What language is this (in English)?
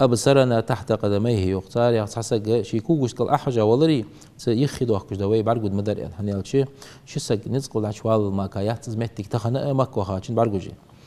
Ingush